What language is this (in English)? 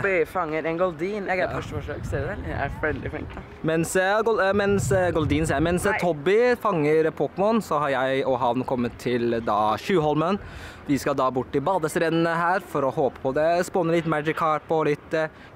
Norwegian